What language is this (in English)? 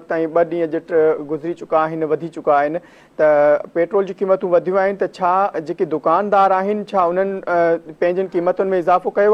Sindhi